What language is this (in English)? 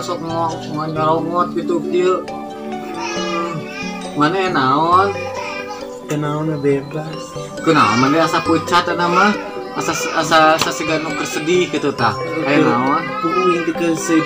Sundanese